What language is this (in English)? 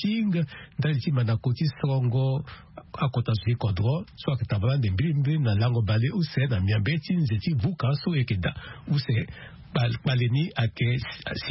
Sango